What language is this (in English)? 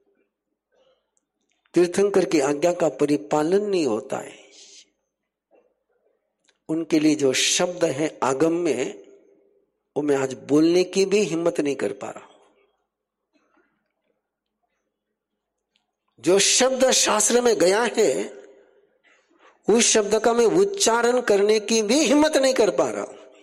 Hindi